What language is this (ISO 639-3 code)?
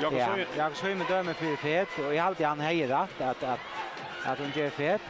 fao